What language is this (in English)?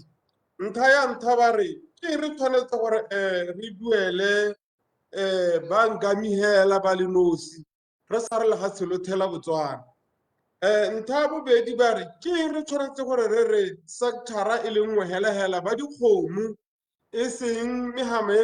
Tswana